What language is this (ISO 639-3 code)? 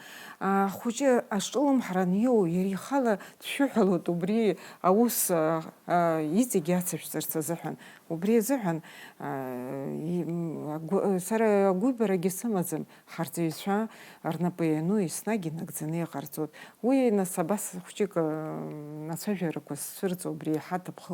abk